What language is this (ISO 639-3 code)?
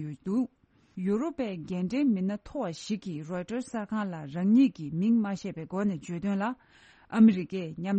bod